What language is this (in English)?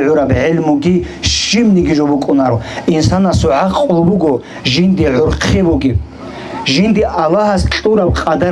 Avaric